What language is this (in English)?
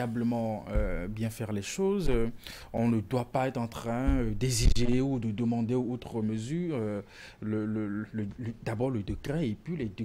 French